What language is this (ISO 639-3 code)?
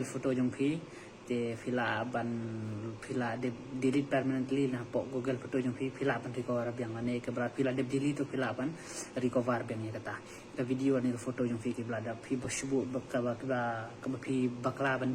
kha